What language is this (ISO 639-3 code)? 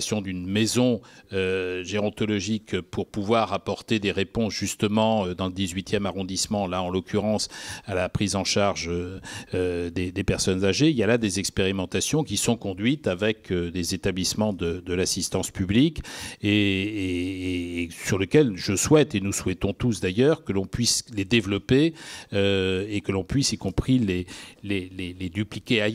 fra